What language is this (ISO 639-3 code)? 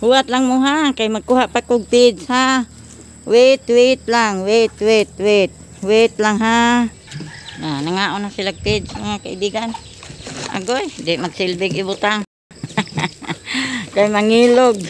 ceb